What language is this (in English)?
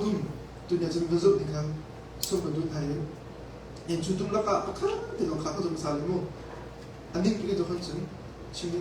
Hakha Chin